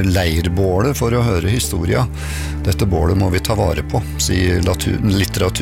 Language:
Norwegian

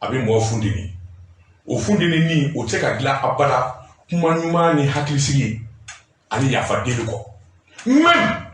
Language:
Bambara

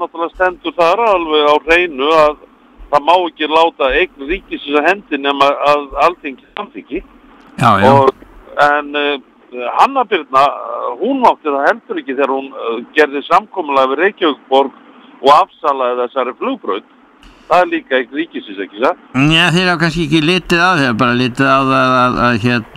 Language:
Icelandic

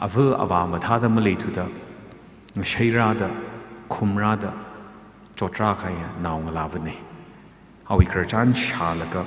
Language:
Tangkhul Naga (India)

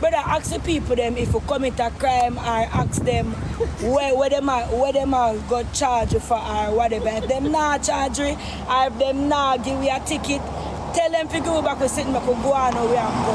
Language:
Jamaican Creole English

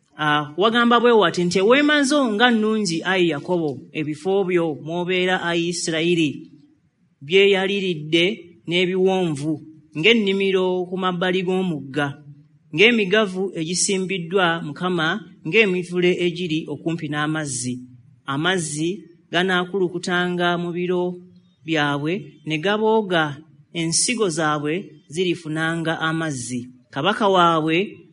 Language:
Ganda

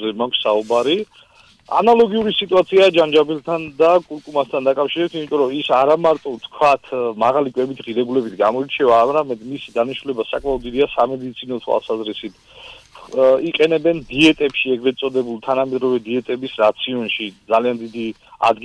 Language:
Georgian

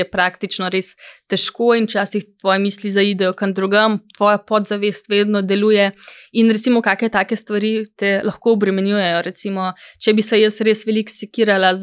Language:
Slovenian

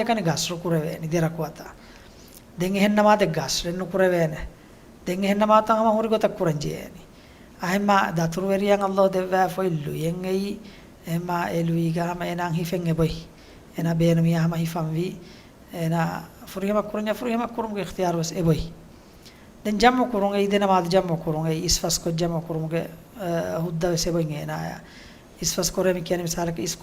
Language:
Divehi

